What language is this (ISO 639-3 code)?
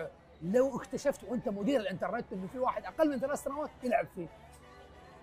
arz